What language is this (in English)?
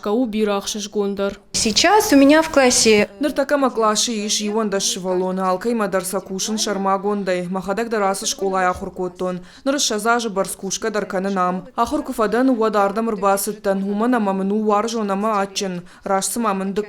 Ossetic